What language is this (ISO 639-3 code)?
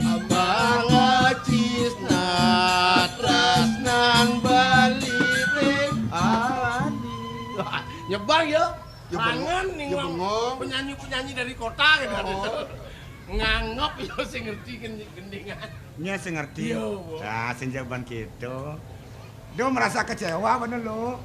ban